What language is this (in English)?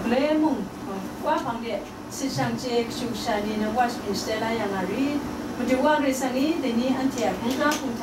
Kachin